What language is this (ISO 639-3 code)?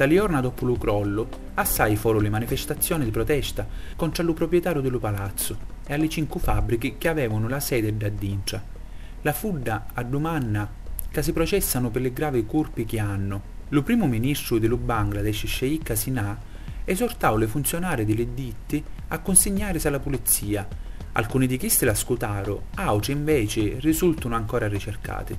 scn